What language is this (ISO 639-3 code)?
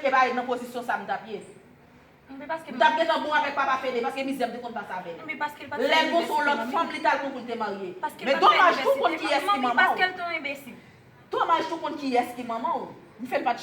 hat